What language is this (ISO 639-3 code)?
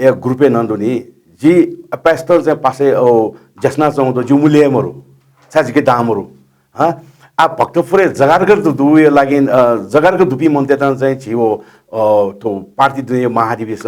new